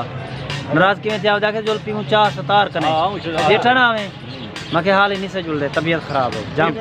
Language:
Saraiki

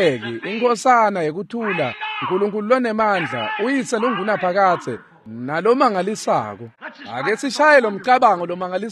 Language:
Swati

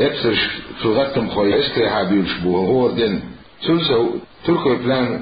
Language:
Chechen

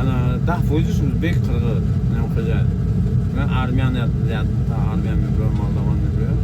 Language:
Tajik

